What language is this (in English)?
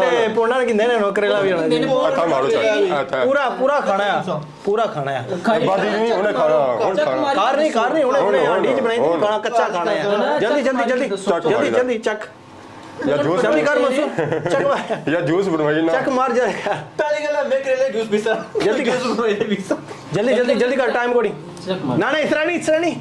Pahari-Potwari